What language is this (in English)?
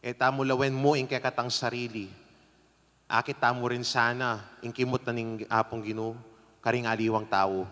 Pampanga